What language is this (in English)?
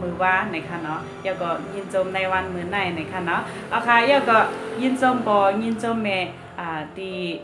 Shan